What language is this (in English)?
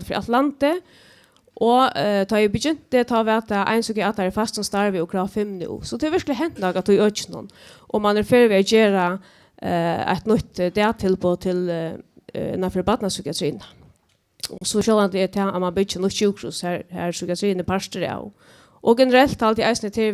Faroese